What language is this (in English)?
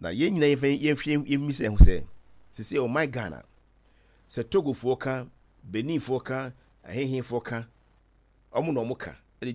Akan